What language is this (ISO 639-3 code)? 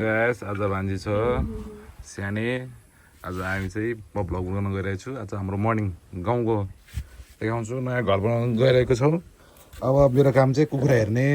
nep